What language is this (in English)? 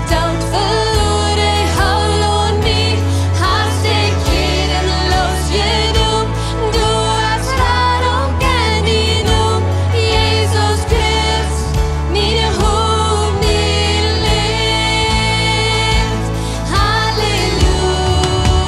Plautdietsch